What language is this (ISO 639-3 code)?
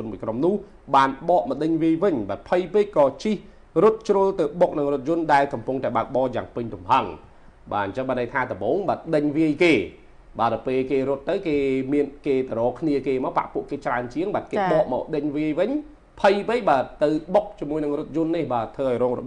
khm